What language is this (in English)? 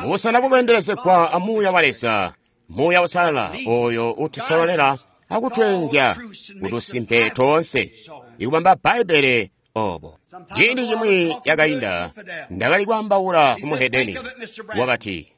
Tonga (Zambia)